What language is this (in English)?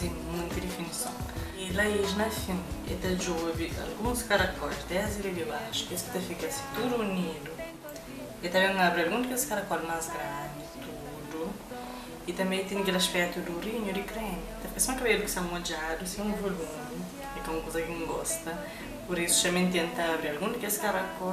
Kabuverdianu